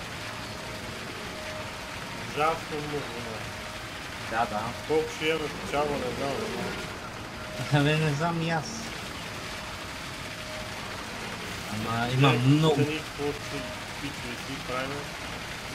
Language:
Bulgarian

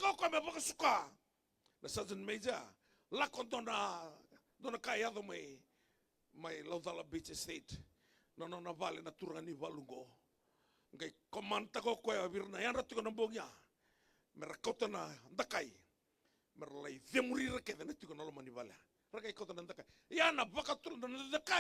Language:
Fijian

